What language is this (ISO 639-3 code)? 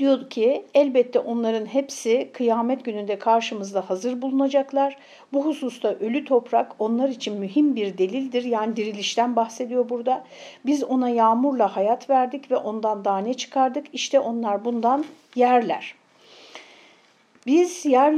tur